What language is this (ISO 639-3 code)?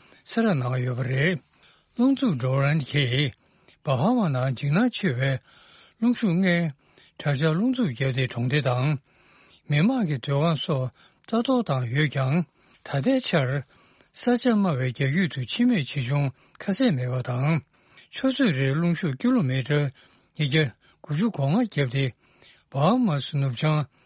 bod